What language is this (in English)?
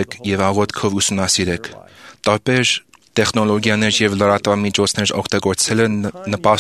Armenian